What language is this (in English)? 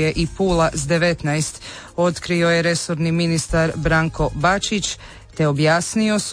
Croatian